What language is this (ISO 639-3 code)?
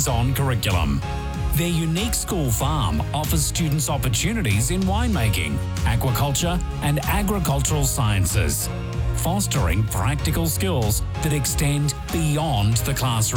eng